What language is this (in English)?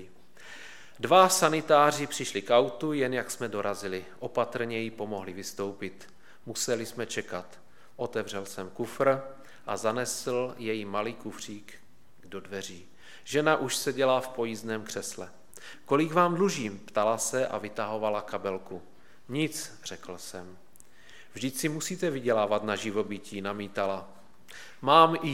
Czech